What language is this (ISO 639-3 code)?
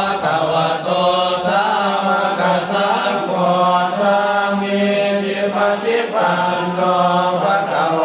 pli